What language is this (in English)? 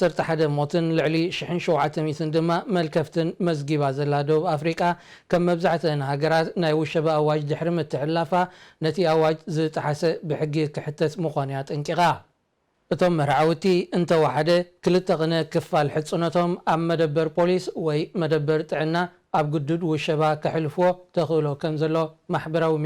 Tigrinya